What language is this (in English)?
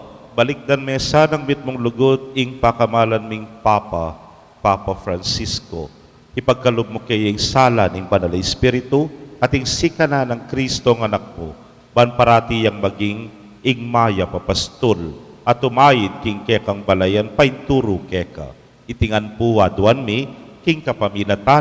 Pampanga